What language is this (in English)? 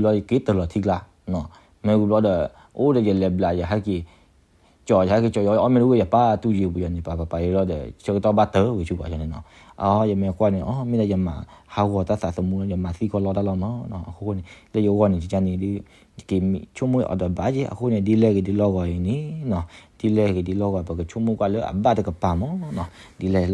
S'gaw Karen